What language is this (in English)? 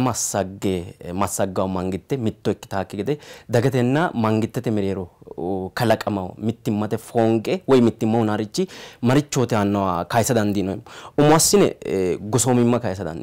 Sidamo